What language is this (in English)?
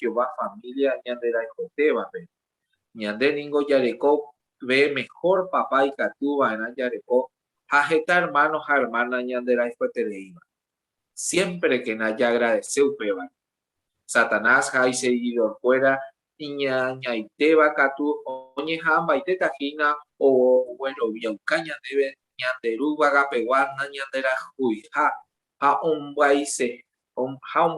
Guarani